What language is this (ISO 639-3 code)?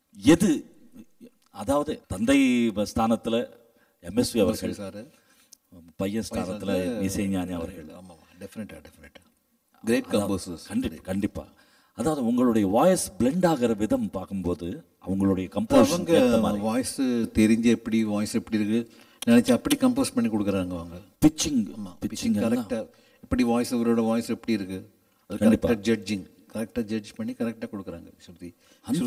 tam